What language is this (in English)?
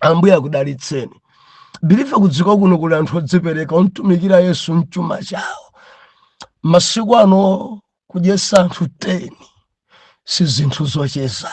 Nyanja